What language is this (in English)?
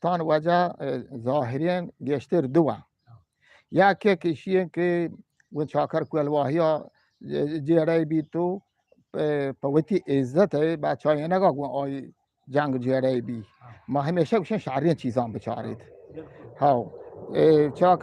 Eastern Balochi